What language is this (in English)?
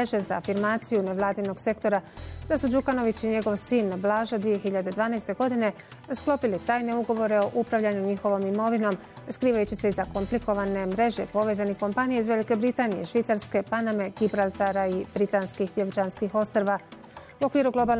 Bosnian